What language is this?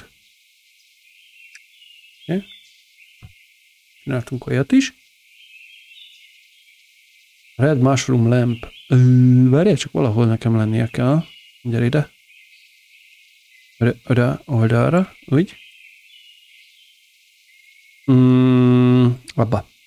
Hungarian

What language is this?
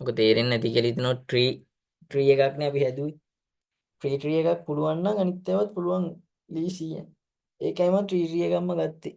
Sinhala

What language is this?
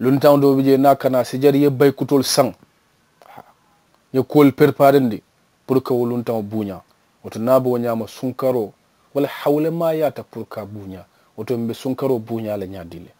Mandingo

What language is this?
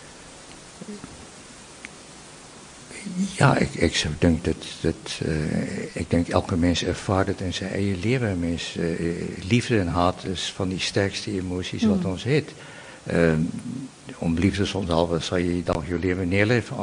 Afrikaans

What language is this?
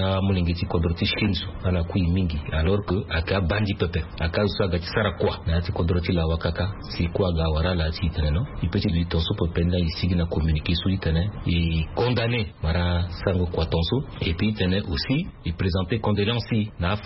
Sango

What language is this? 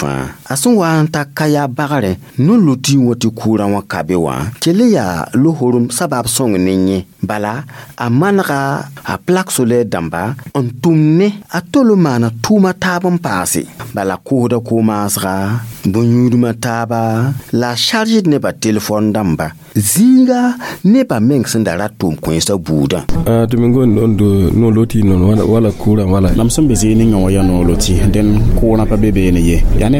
Mossi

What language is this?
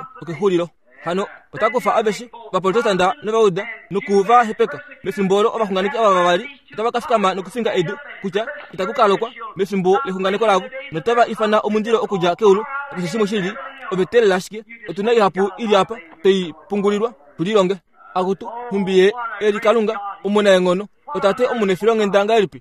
Kuanyama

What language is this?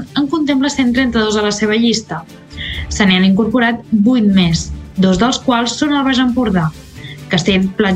Catalan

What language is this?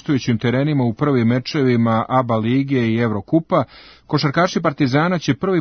Serbian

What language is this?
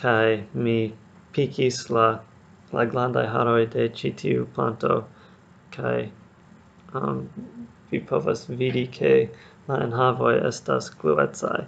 Esperanto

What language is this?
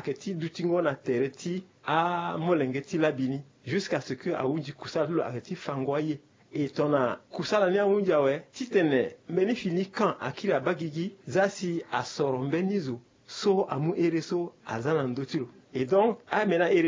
Sango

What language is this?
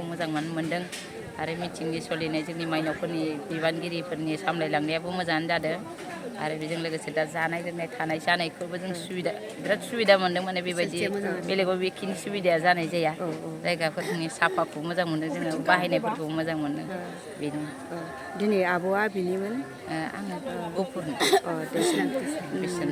Bodo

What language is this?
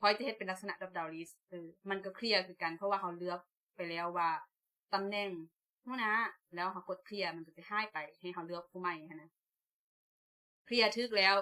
Lao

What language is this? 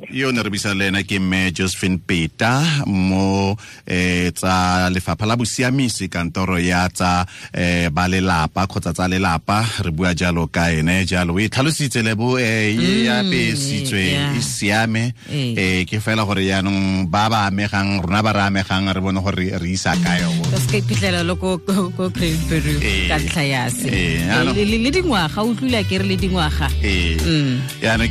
Tswana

